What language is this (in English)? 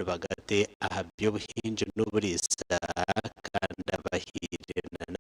Nyankole